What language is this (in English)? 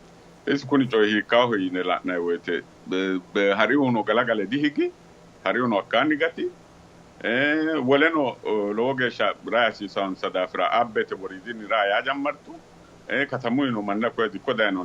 Sidamo